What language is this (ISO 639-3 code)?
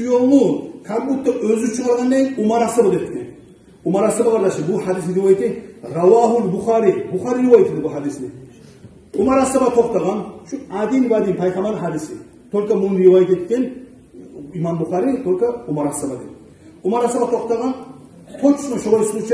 kum